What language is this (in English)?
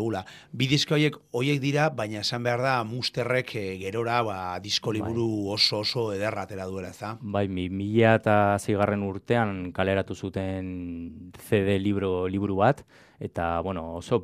Basque